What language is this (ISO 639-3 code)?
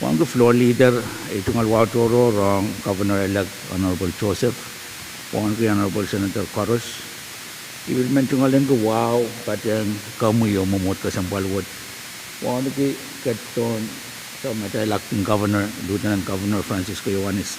pon